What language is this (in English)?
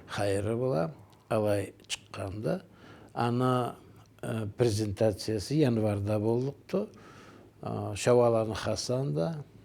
Karachay-Balkar